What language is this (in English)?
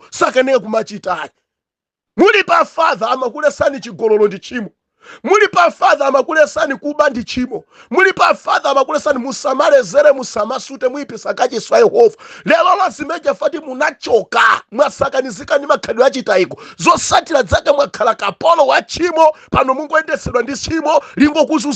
Nyanja